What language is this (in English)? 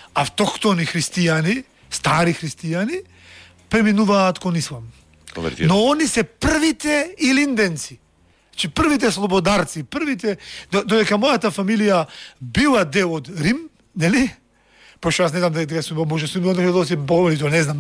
Macedonian